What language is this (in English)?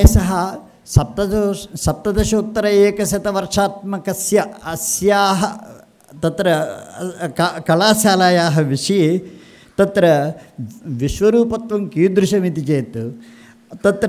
Sanskrit